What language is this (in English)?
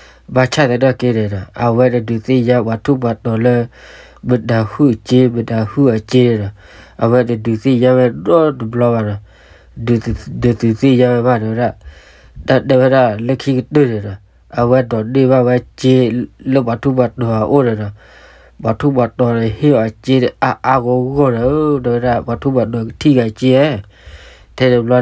S'gaw Karen